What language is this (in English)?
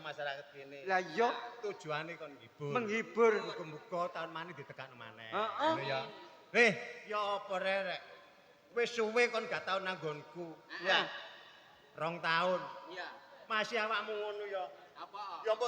Javanese